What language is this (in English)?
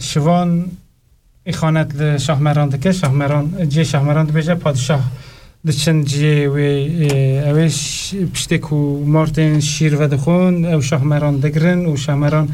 Kurdish